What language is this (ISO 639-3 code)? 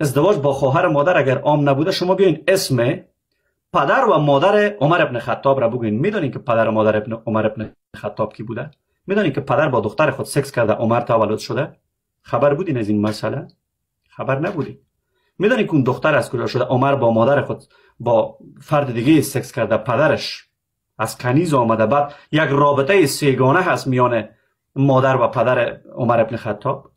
fas